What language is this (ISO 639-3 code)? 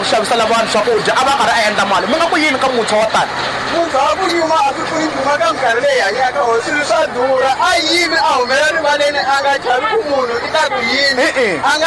tso